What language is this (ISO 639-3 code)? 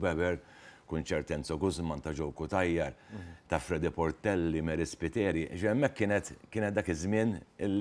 mlt